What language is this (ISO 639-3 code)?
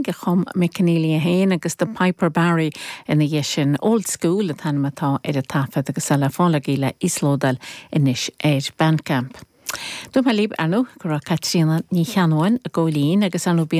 gle